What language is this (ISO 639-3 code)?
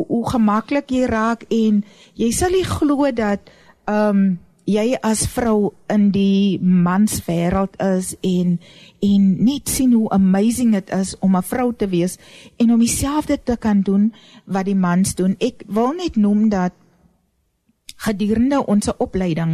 afr